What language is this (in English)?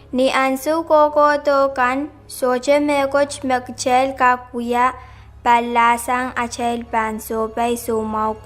Pohnpeian